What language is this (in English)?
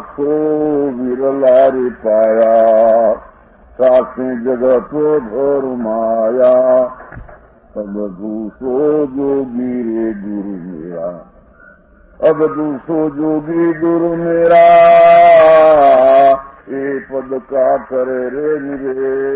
Gujarati